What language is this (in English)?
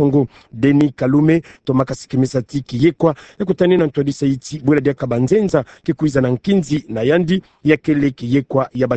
Kituba (Democratic Republic of Congo)